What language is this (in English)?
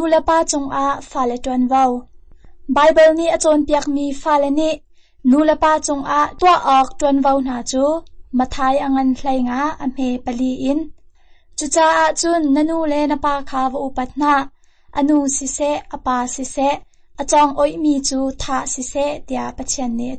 Hakha Chin